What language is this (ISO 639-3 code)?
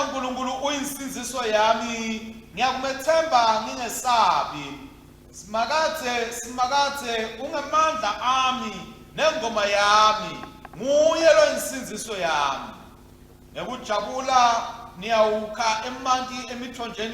ssw